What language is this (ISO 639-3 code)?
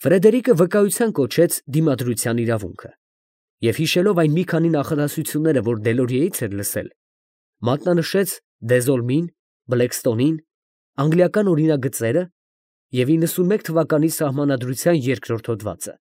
hye